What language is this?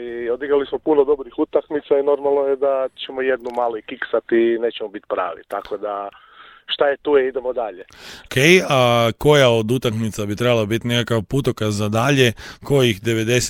Croatian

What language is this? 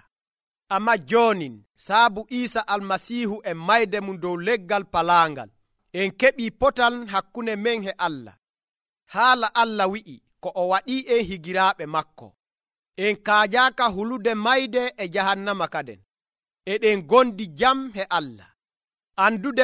Nigerian Fulfulde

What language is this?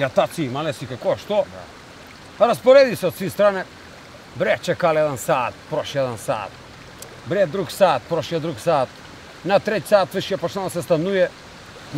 Macedonian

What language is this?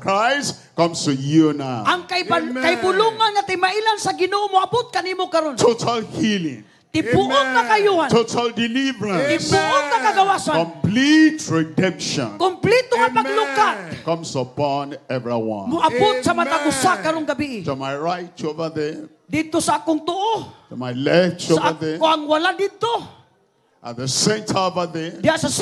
Cebuano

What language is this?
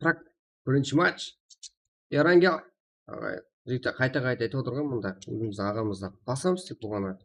Kara-Kalpak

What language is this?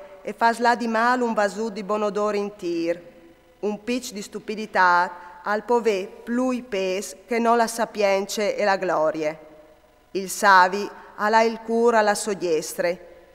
Friulian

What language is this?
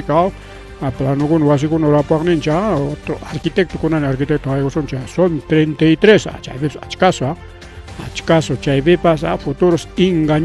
Ayacucho Quechua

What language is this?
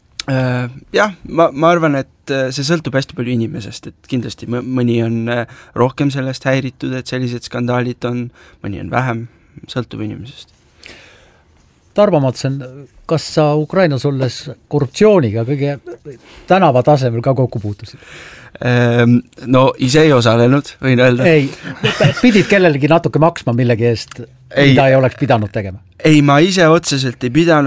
Estonian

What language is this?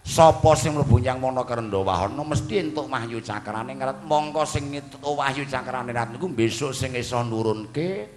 Javanese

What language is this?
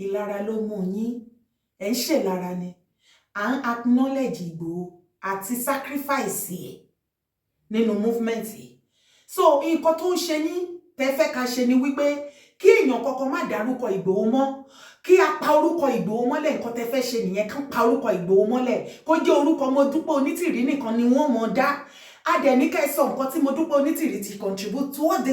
Yoruba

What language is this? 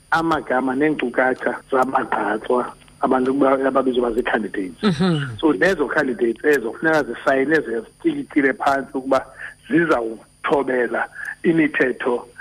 Xhosa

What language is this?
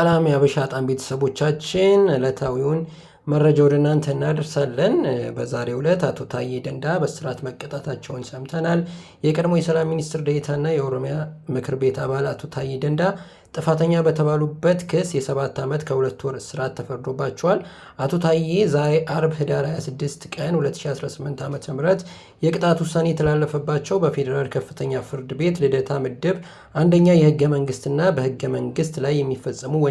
Amharic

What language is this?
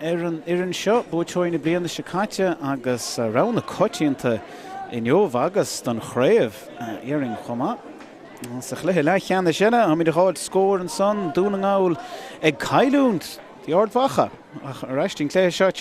Irish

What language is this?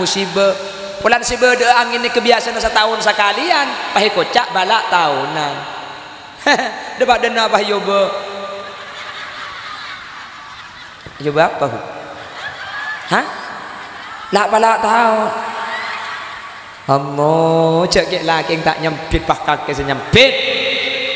Madurese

